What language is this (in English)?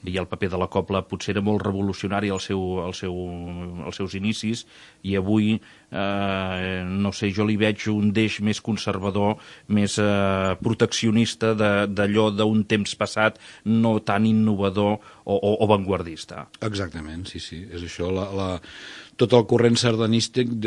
Catalan